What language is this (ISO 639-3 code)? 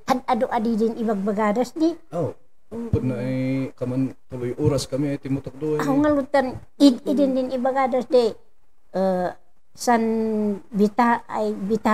kne